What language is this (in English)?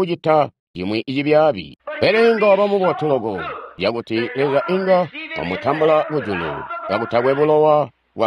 Tonga (Zambia)